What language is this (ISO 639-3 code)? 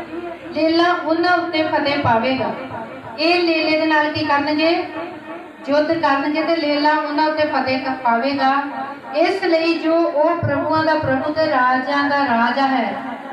pan